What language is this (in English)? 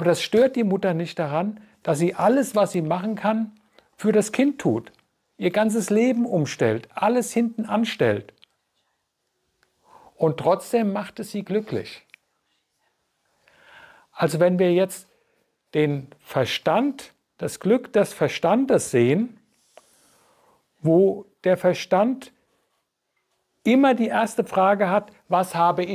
German